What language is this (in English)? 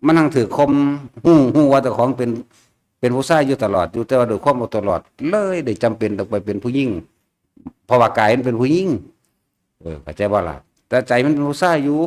Northeastern Thai